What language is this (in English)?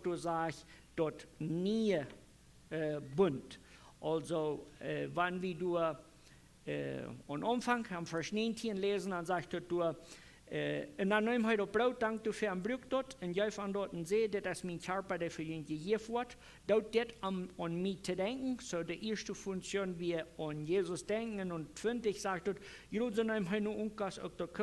Plautdietsch